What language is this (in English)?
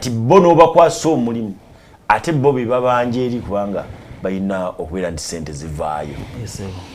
Ganda